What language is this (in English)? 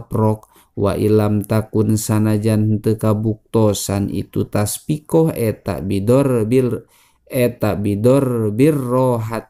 Sundanese